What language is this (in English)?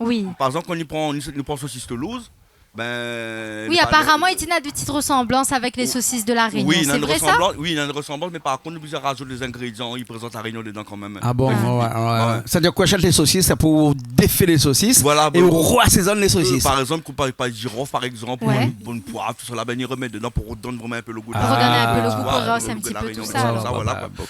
Réunion Creole French